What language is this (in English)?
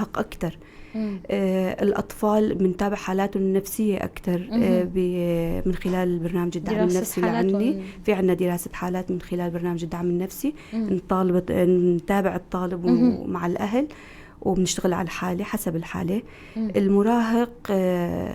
North Levantine Arabic